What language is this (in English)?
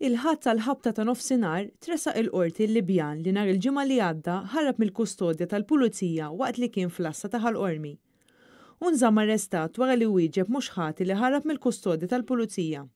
Maltese